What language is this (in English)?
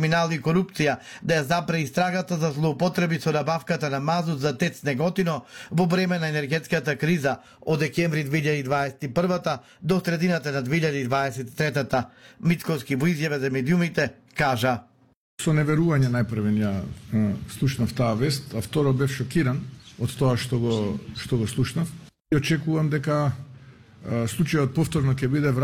Macedonian